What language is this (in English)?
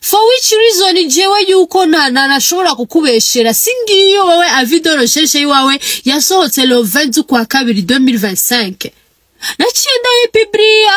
Rundi